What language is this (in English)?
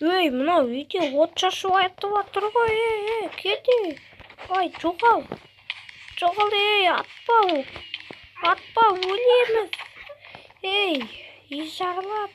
Kazakh